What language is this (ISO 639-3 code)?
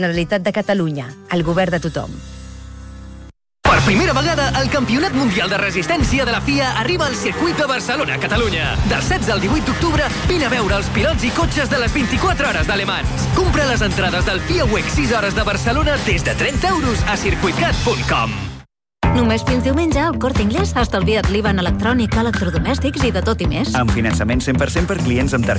cat